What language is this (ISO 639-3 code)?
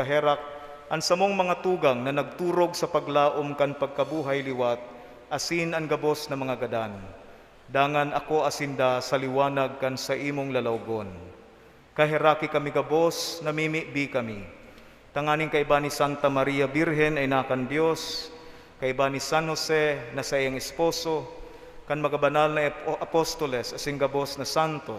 bik